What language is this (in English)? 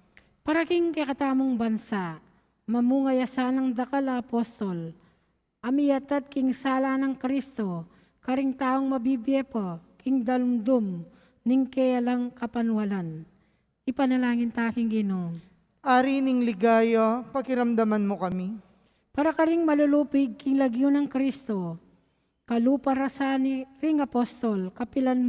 Pampanga